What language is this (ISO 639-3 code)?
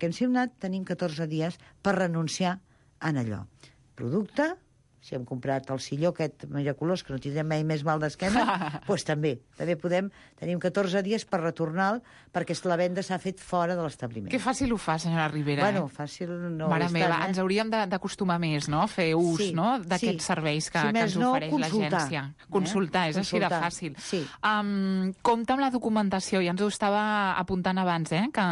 cat